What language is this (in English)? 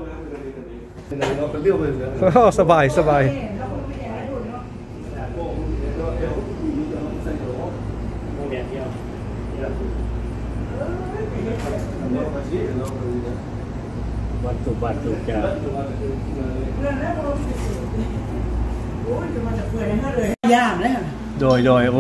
Thai